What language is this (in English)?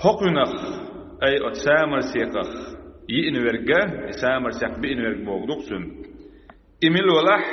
Chechen